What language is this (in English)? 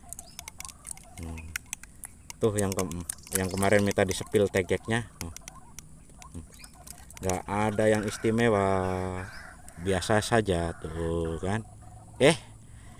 Indonesian